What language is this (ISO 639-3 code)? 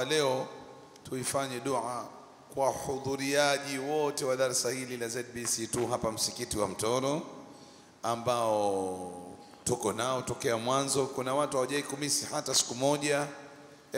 swa